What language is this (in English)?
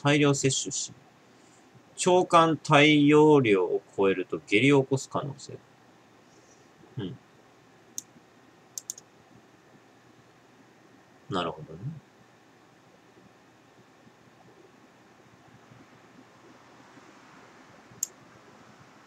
Japanese